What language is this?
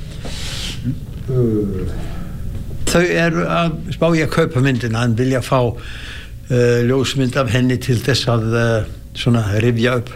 Icelandic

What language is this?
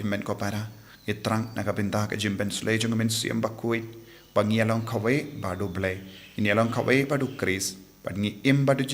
Khasi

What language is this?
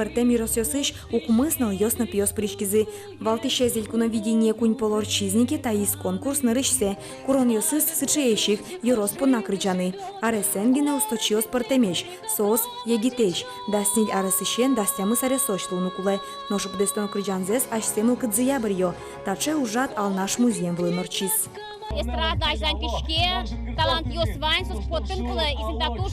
Udmurt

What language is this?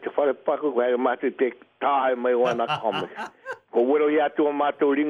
Māori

